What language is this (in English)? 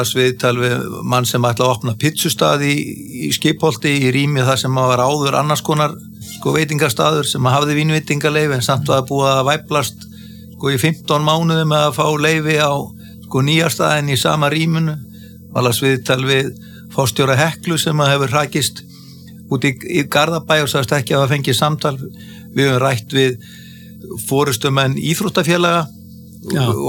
Icelandic